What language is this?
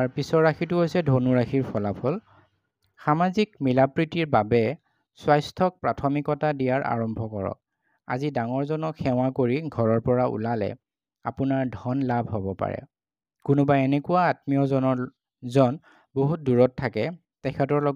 Assamese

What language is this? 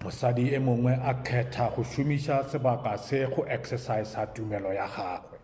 Northern Sotho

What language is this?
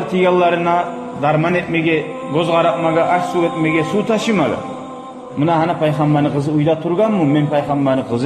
Kumyk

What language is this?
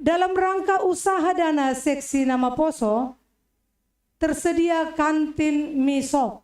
Batak Simalungun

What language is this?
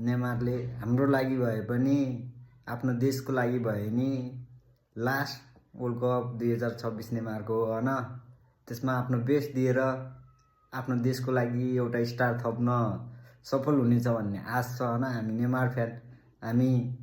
Nepali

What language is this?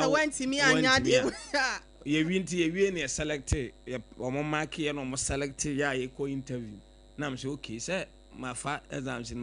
Akan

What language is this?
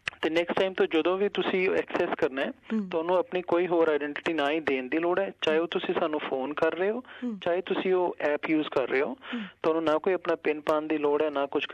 Punjabi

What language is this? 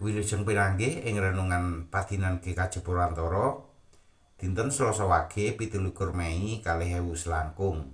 Javanese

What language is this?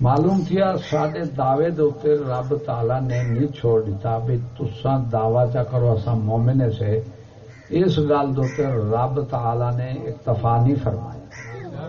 Saraiki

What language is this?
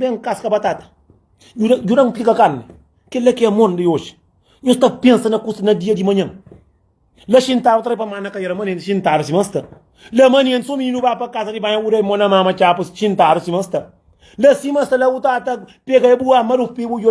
Kabuverdianu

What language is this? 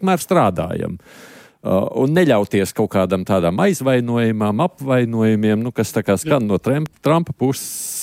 Latvian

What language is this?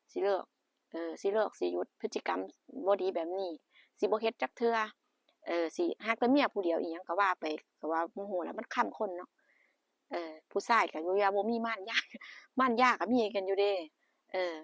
Northeastern Thai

